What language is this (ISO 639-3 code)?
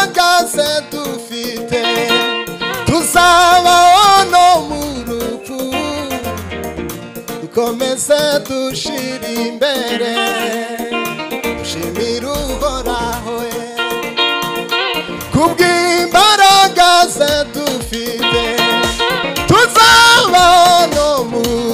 kin